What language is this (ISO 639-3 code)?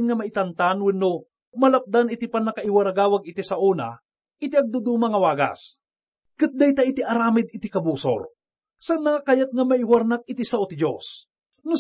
ilo